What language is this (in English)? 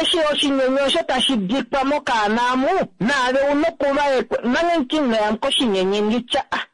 Kuanyama